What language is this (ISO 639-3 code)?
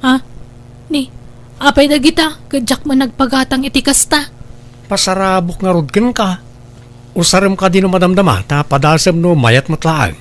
ilo